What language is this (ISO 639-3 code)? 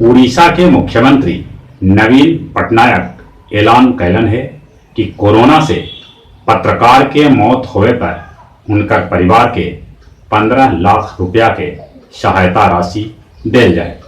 mag